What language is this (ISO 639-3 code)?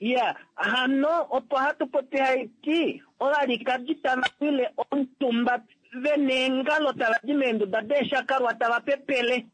kua